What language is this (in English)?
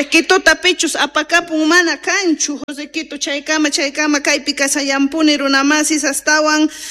Quechua